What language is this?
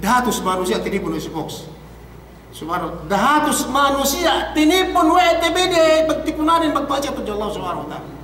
Yakan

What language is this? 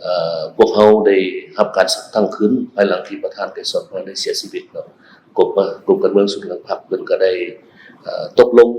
Lao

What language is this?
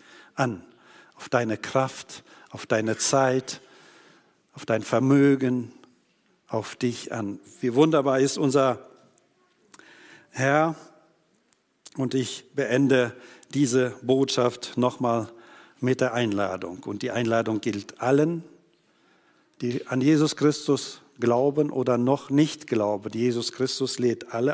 German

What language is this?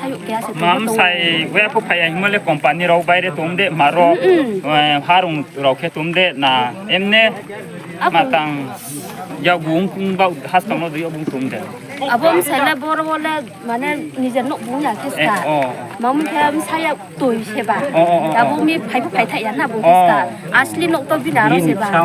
Riang (India)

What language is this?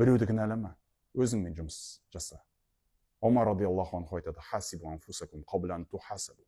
Kazakh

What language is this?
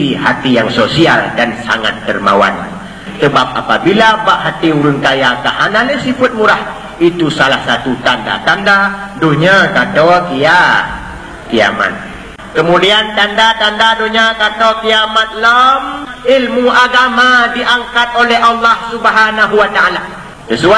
Achinese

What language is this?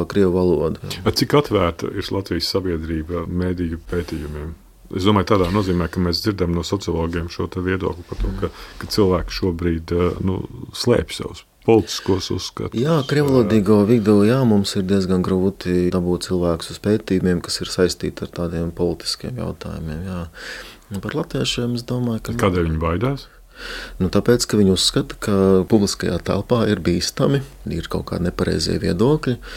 Latvian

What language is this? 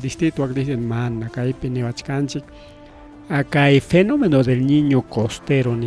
Ayacucho Quechua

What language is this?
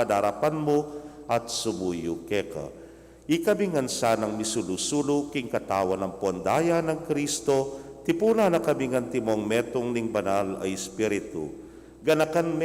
Pampanga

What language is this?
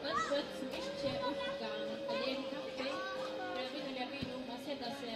Faroese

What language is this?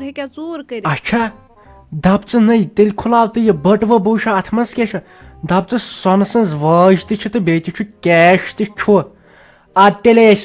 Kashmiri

